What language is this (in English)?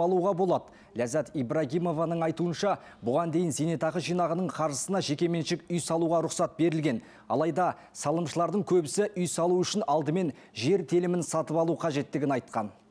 Kazakh